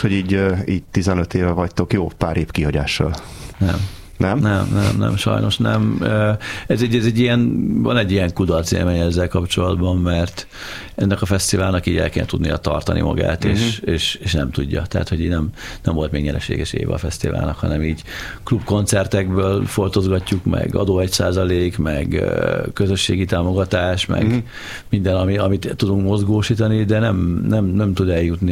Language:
Hungarian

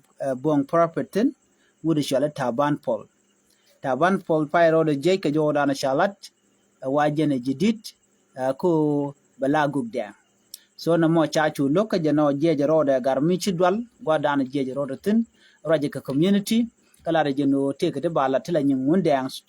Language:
Nuer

